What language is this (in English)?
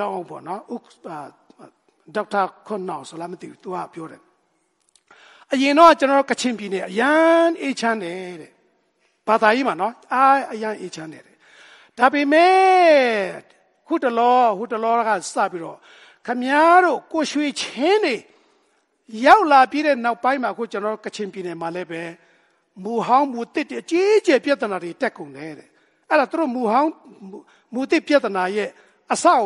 Burmese